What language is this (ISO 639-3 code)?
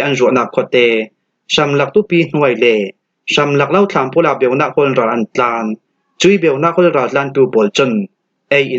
cfm